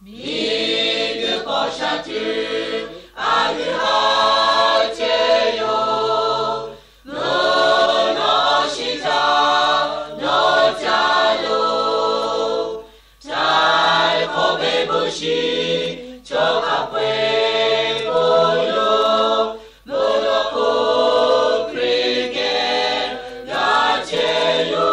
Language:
Lahu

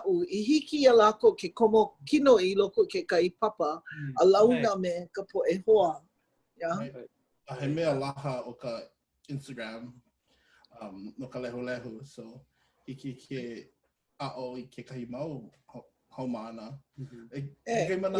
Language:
Hawaiian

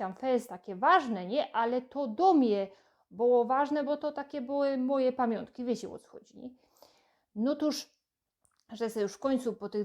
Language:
Silesian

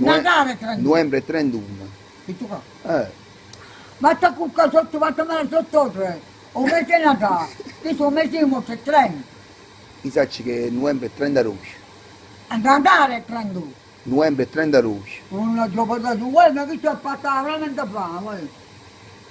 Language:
Neapolitan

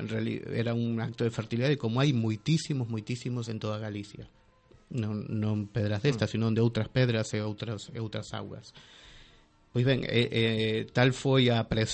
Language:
Galician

